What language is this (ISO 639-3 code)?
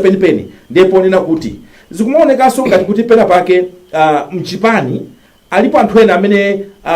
nya